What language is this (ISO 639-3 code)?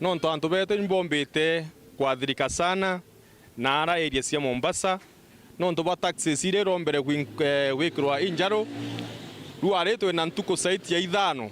mer